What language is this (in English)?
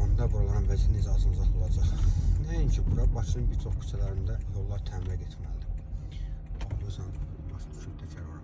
Azerbaijani